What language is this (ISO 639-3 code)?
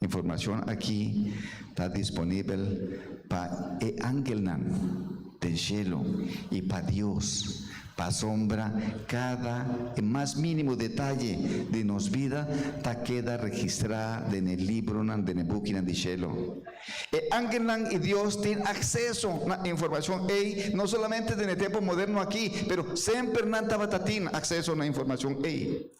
pap